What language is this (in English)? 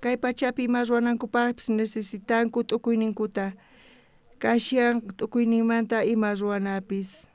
South Bolivian Quechua